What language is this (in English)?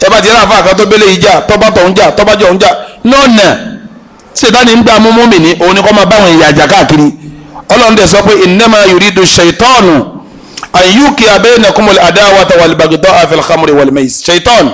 Yoruba